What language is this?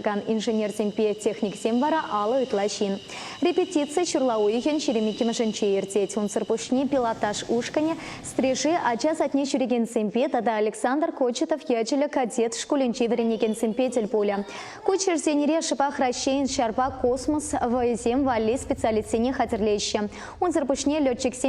Chuvash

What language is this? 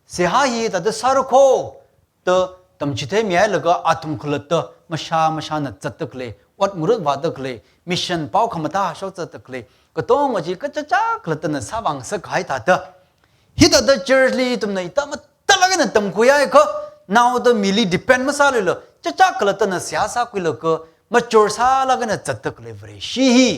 Tangkhul Naga (India)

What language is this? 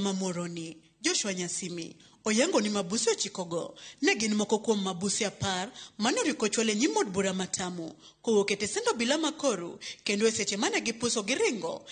Luo (Kenya and Tanzania)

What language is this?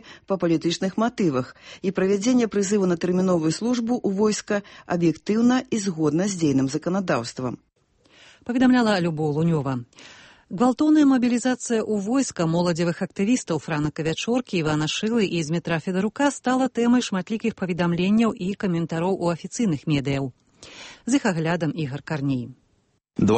Belarusian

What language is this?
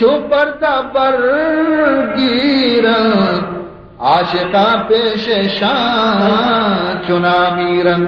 Baluchi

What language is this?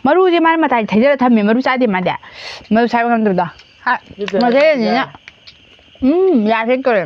Manipuri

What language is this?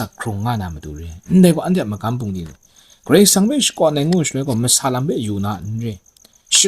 Kachin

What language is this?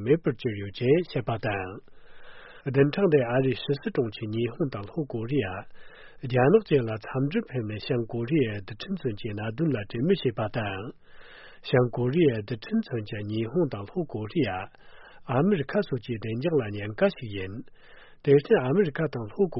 Tibetan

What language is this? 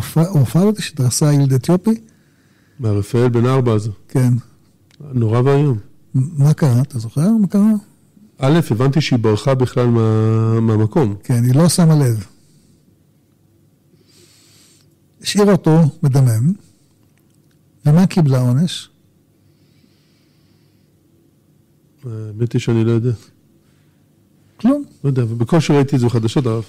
Hebrew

